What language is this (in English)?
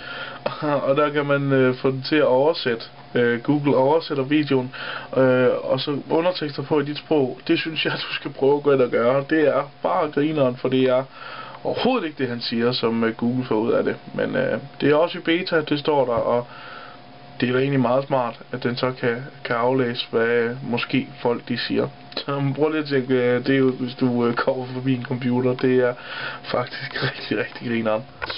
Danish